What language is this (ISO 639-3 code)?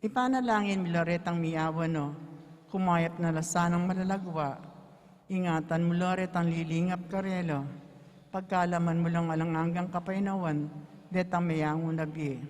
pam